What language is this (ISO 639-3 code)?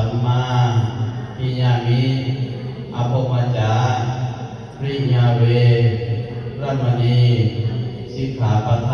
pli